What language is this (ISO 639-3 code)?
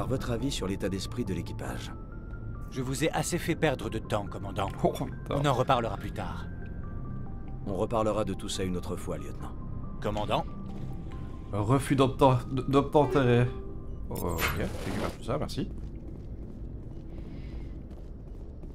fra